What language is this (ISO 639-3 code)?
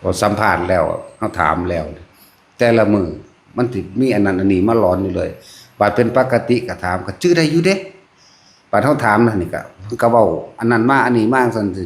tts